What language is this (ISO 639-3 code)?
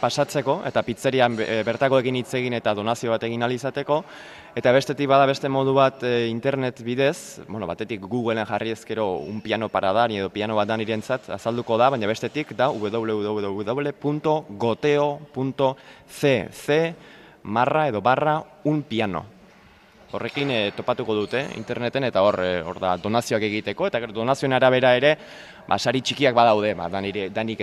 eus